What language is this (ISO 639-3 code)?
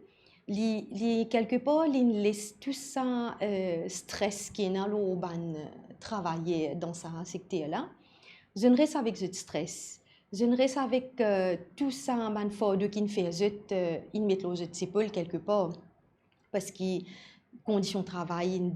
mfe